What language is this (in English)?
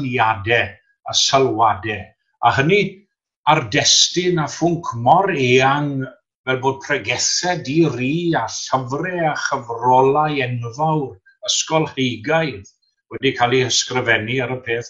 Welsh